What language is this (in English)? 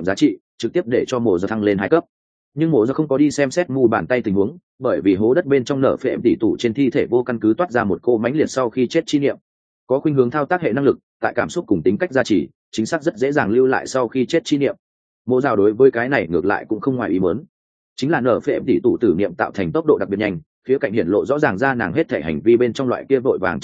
Vietnamese